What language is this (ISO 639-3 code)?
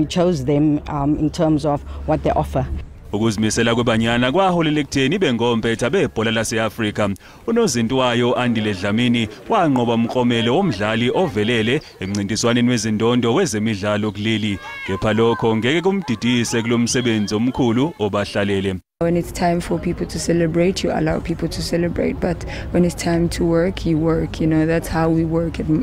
zul